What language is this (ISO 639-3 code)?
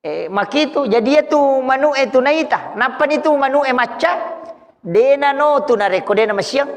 bug